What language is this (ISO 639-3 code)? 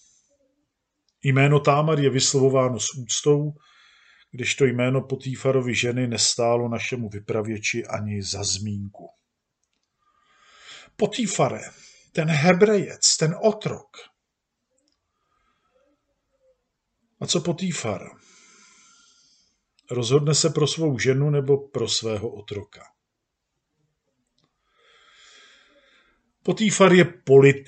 ces